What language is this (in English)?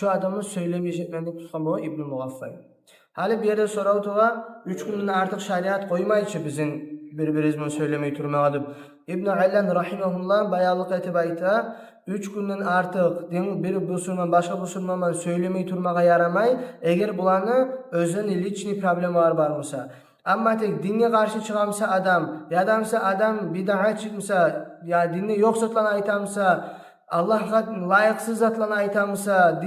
Kumyk